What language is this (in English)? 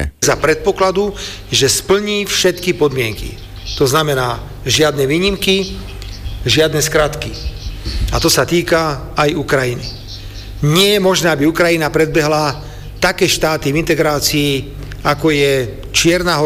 Slovak